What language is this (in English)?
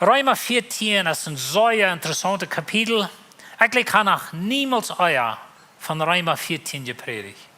Plautdietsch